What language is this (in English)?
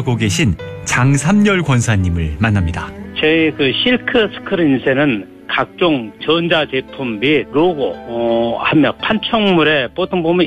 Korean